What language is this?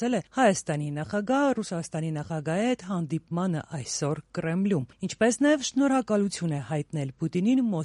Armenian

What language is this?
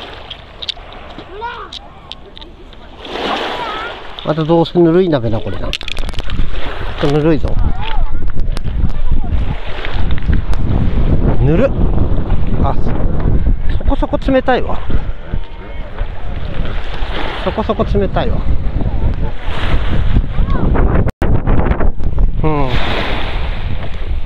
Japanese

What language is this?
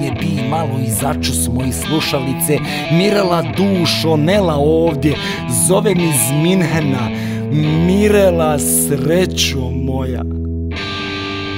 Croatian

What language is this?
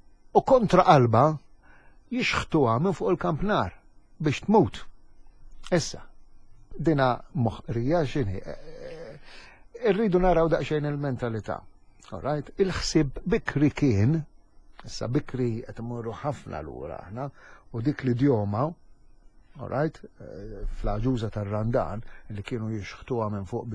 Maltese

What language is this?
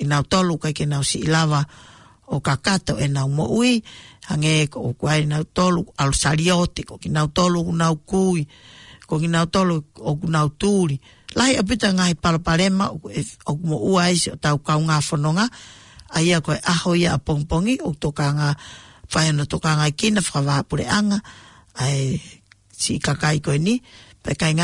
Tongan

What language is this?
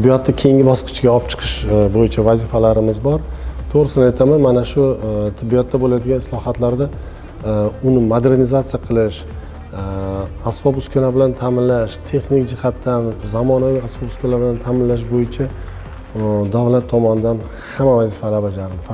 Uzbek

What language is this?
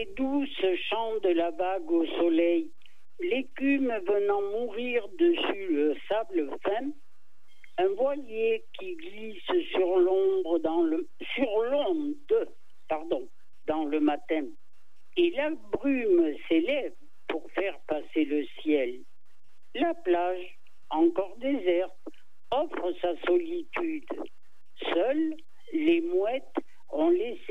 French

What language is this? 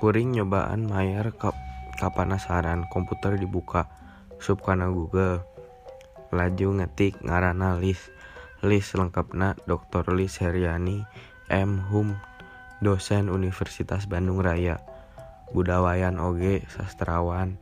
Sundanese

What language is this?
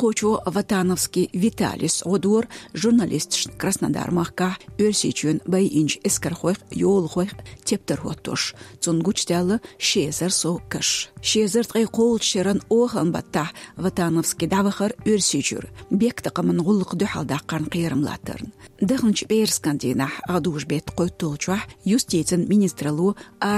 Chechen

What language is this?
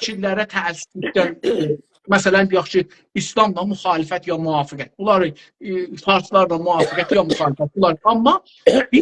South Azerbaijani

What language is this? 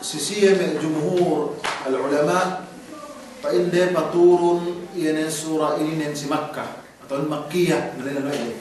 Yakan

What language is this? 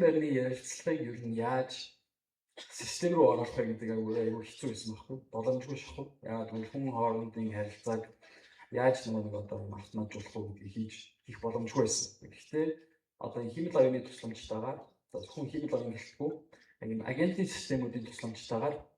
Mongolian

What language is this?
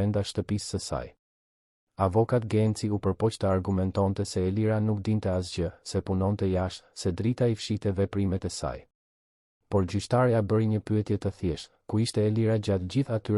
Albanian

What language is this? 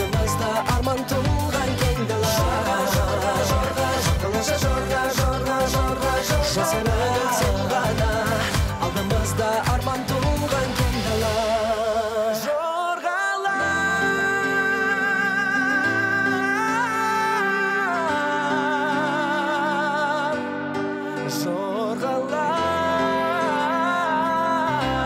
Kazakh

